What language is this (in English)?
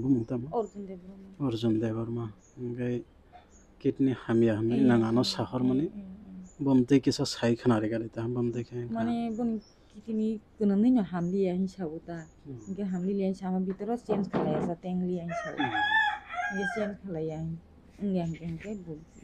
Kok Borok